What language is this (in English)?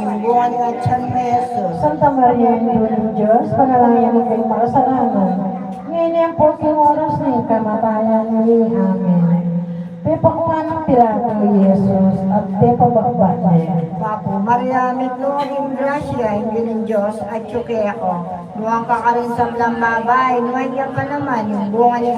Pampanga